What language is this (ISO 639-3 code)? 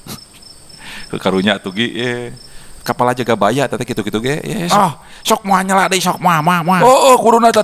sun